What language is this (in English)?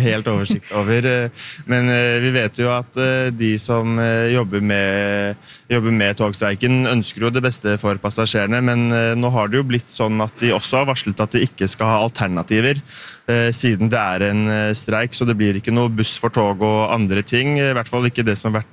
Norwegian